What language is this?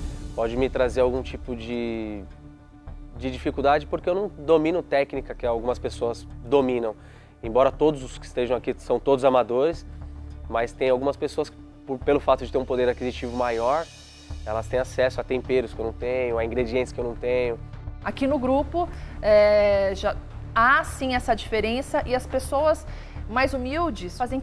Portuguese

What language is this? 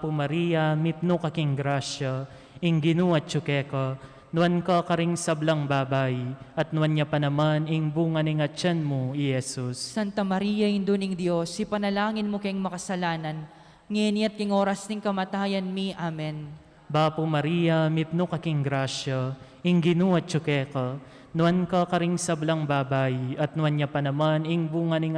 Pampanga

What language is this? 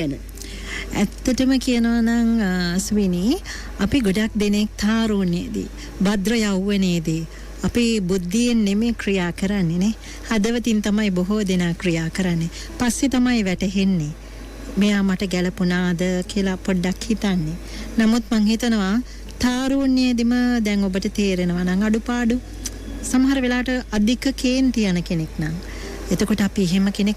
Sinhala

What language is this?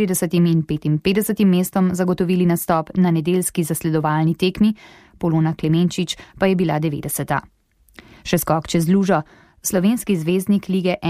Slovenian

